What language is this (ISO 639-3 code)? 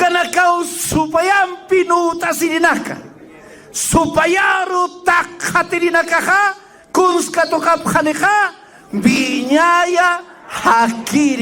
aym